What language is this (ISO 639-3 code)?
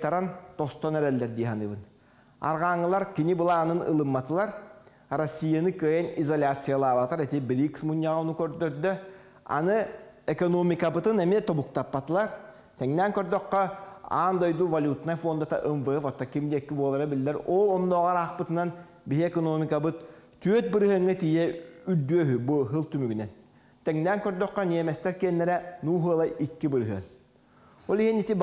sah